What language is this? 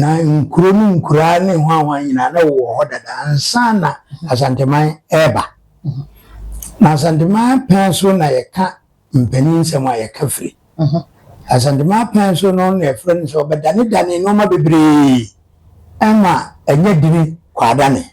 Akan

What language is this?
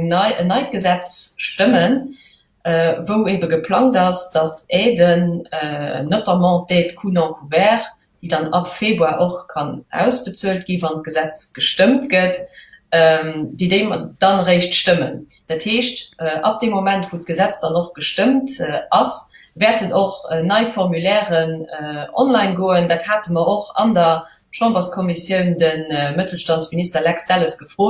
Luxembourgish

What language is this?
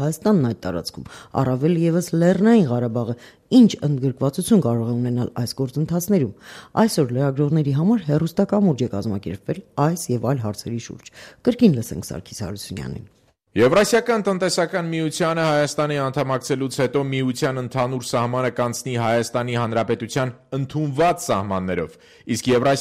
Armenian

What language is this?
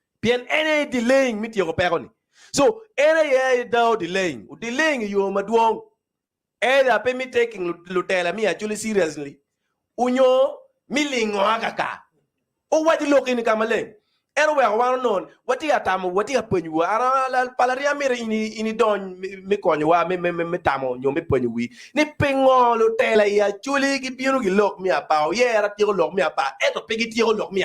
Acoli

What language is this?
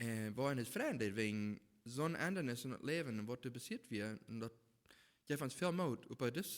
Plautdietsch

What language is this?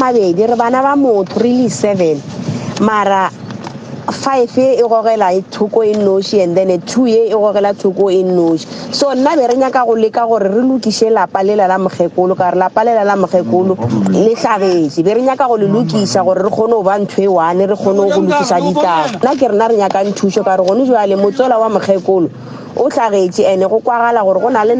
Northern Sotho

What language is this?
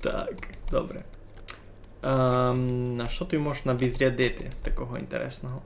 Rusyn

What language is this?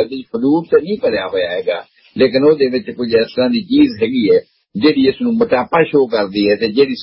Punjabi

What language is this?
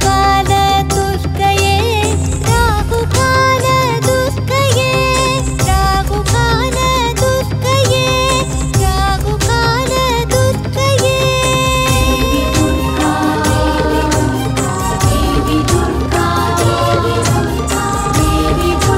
Tamil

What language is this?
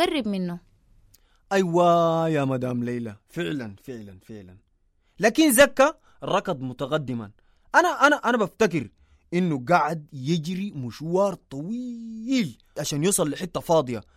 Sudanese Arabic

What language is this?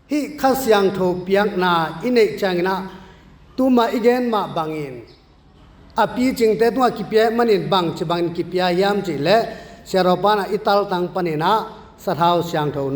Tedim Chin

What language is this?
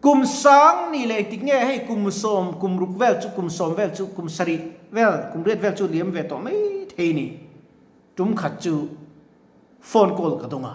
Mizo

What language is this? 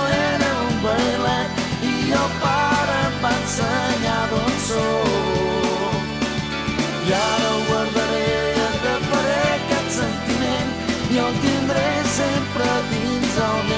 Catalan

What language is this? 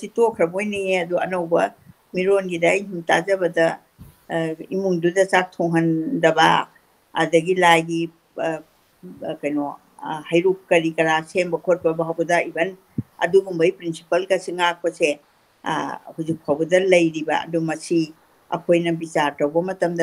Manipuri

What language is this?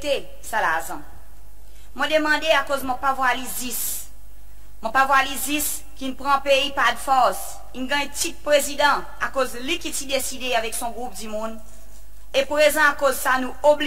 Seselwa Creole French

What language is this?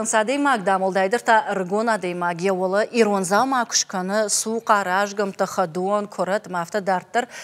Ossetic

